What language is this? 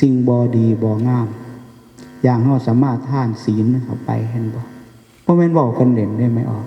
Northeastern Thai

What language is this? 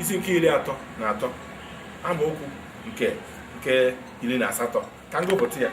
Igbo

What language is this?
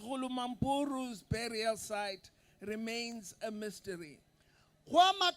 Northern Sotho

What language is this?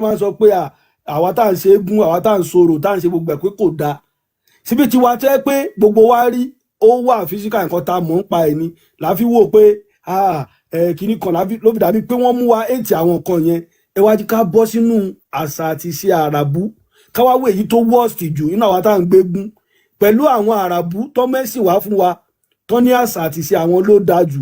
Yoruba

